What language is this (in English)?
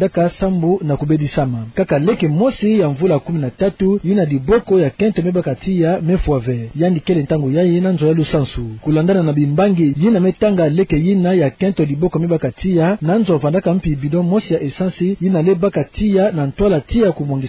Kituba (Democratic Republic of Congo)